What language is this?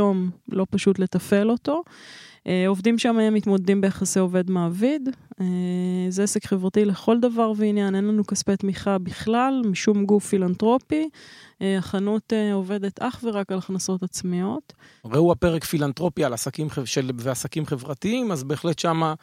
Hebrew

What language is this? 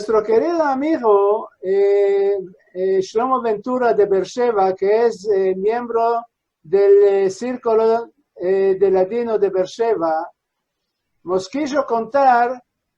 Ladino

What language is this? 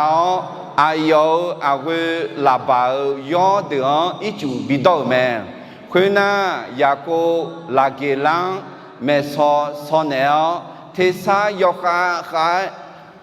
Akha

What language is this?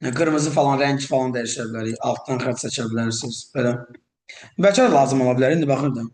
Azerbaijani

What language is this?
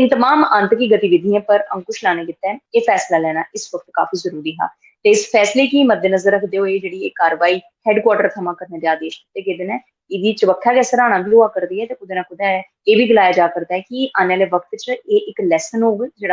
Dogri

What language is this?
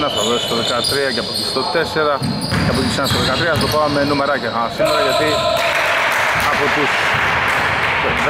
Greek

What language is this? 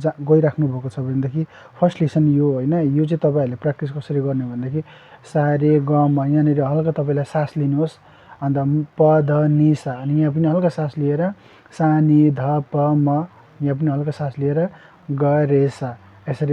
Nepali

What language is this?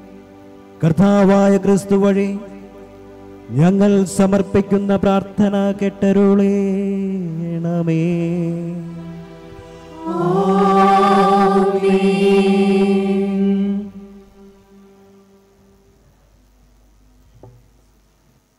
Malayalam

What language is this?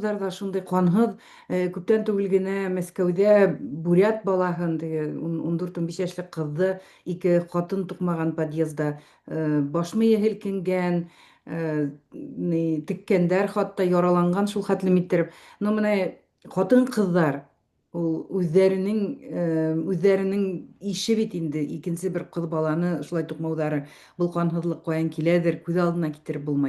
Bashkir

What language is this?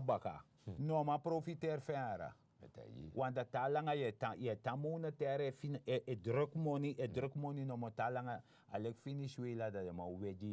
Sranan Tongo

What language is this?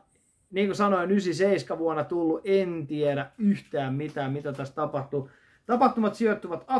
Finnish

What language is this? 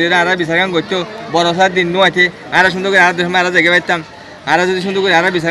Rohingya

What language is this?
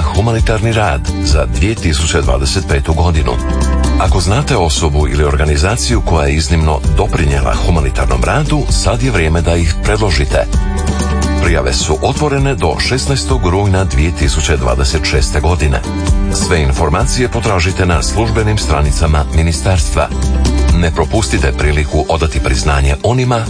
Croatian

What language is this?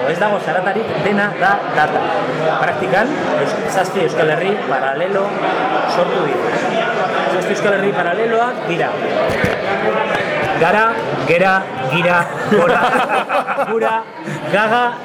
Basque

